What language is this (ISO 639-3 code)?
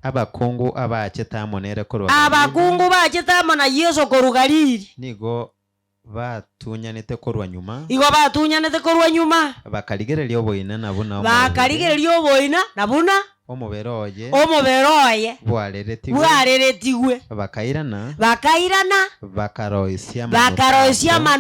guz